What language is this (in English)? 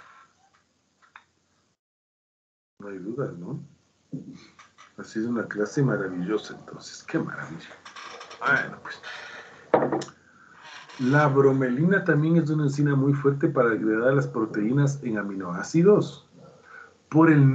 Spanish